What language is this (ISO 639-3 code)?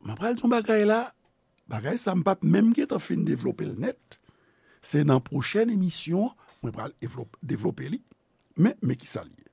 hat